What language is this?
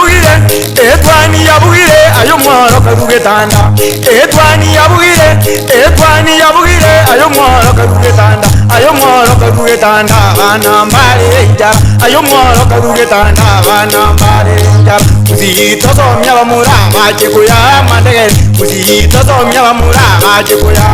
Gusii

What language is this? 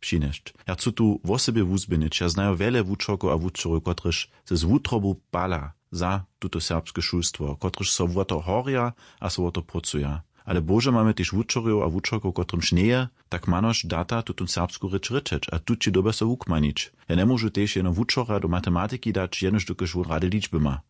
Upper Sorbian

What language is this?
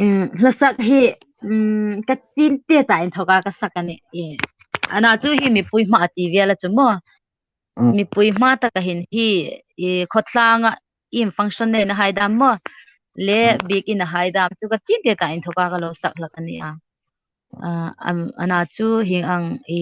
Hmar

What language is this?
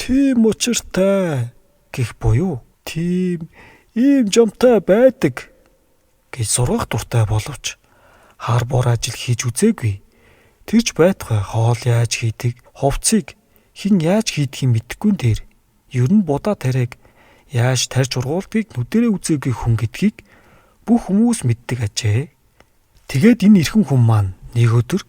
Mongolian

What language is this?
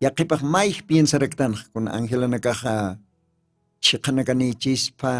Aymara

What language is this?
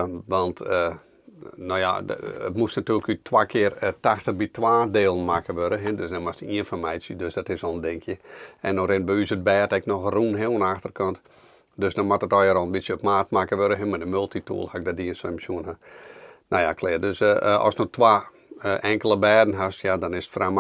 Western Frisian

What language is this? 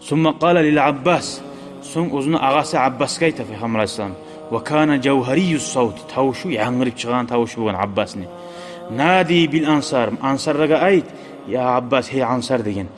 Kumyk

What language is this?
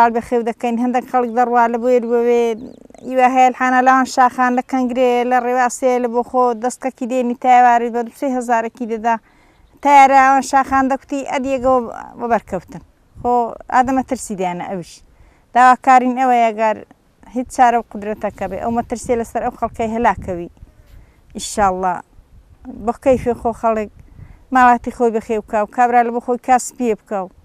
Central Kurdish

